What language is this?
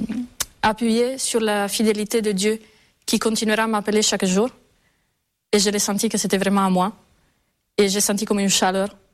French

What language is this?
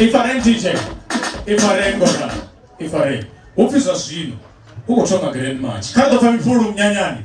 Venda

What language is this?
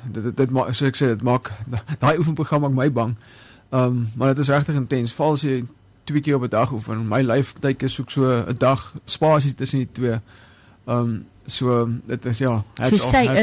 Afrikaans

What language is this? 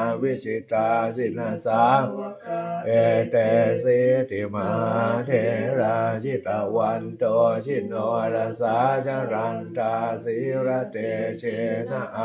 Pali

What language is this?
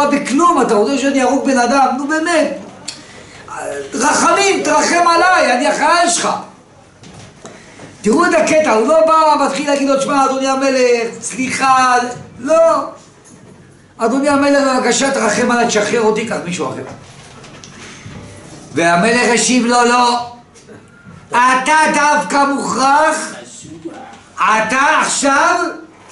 Hebrew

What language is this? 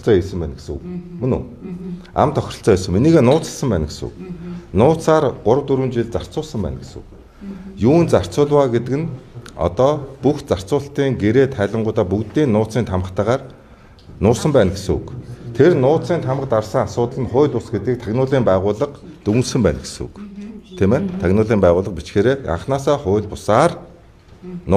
Mongolian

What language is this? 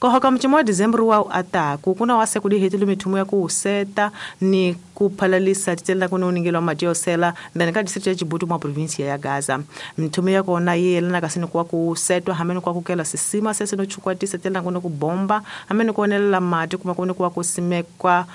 Tsonga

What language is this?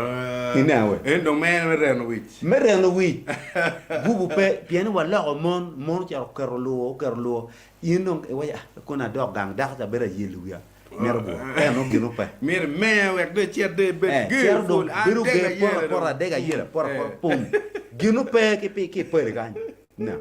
Acoli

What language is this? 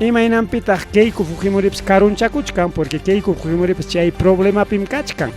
Ayacucho Quechua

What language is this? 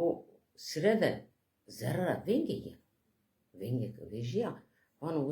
Zaza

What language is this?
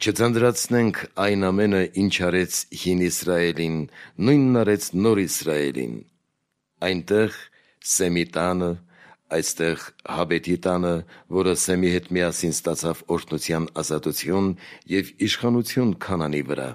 Armenian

